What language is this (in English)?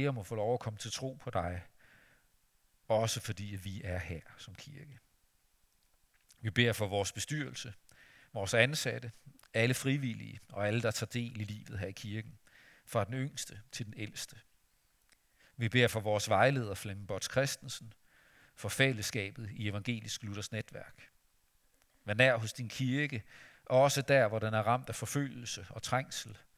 Danish